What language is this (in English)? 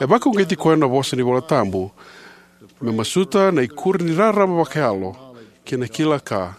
Fijian